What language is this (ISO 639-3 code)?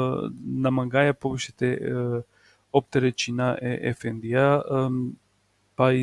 rmn